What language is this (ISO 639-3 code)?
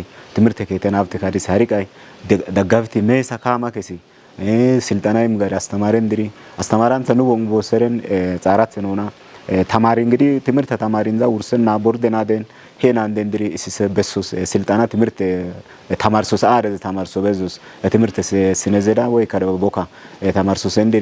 kbr